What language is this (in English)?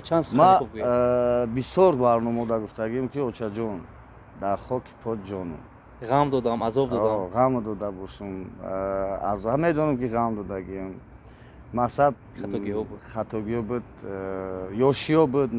Tajik